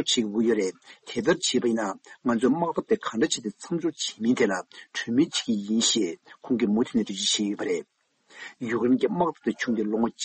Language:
Tibetan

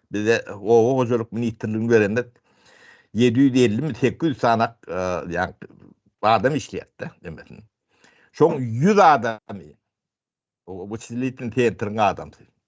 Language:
Turkmen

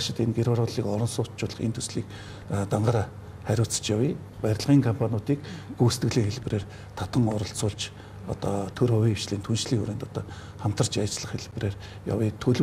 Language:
Mongolian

